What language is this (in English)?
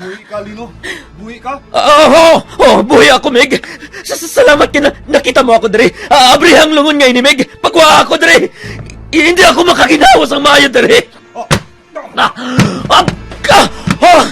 Hiligaynon